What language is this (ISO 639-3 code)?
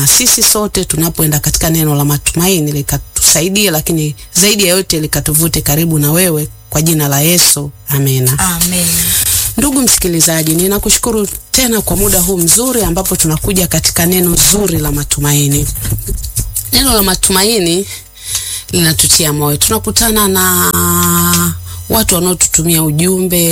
swa